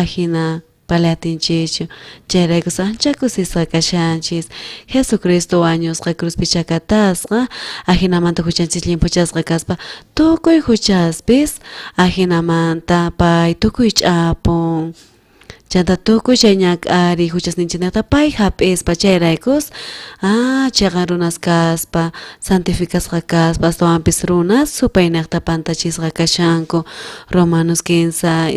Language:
South Bolivian Quechua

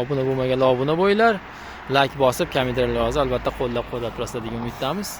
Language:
Uzbek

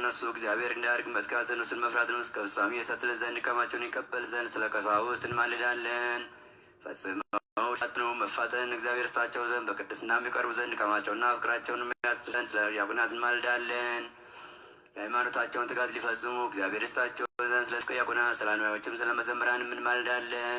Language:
Amharic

